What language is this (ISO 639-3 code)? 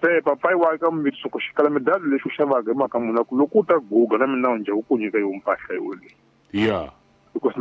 tso